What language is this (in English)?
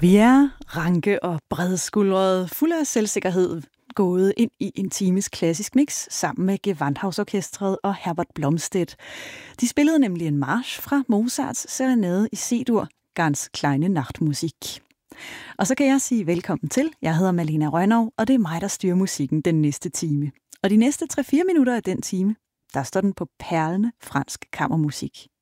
Danish